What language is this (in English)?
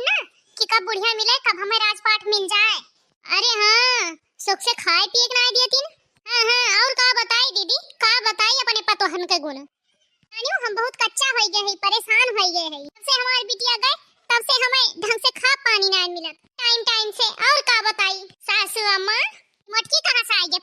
Awadhi